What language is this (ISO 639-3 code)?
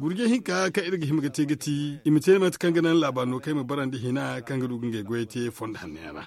dje